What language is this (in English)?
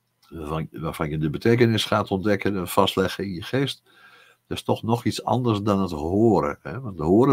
Dutch